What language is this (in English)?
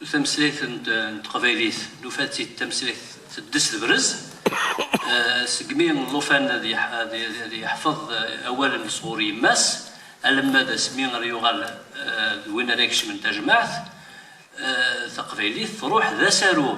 Kabyle